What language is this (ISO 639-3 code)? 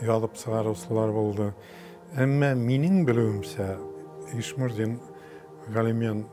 bak